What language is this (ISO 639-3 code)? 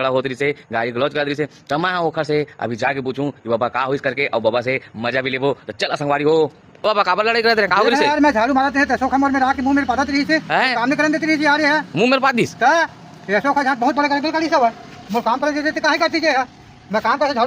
hne